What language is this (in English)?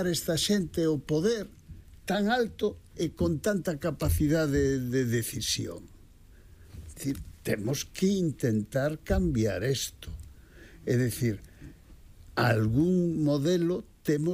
Galician